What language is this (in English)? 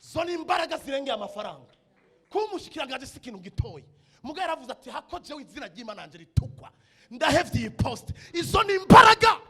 Rundi